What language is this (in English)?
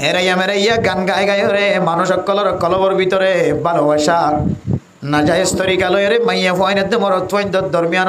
Rohingya